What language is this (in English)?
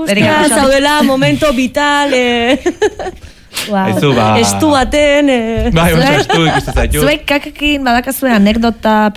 Basque